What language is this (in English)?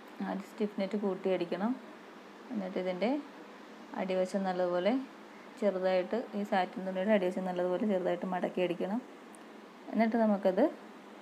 Malayalam